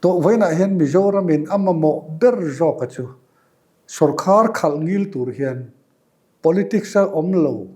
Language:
Mizo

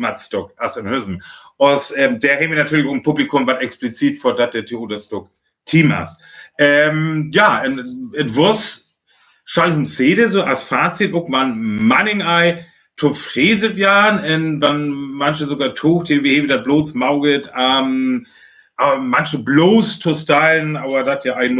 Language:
Northern Frisian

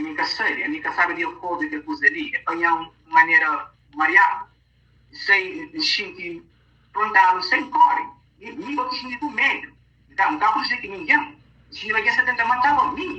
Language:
Kabuverdianu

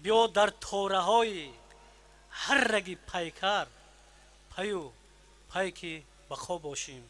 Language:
Tajik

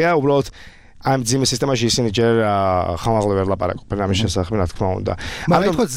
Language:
Georgian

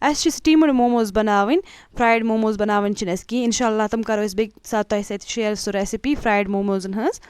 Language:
Kashmiri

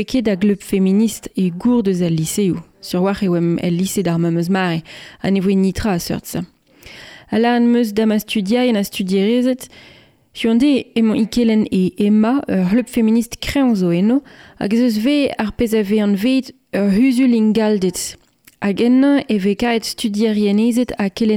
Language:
Breton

